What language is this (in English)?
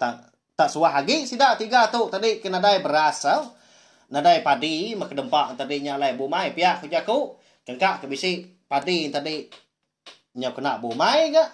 Iban